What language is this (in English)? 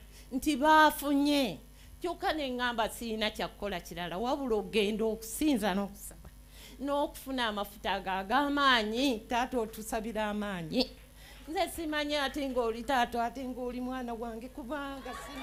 Ganda